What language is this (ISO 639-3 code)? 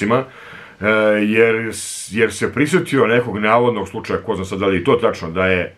srp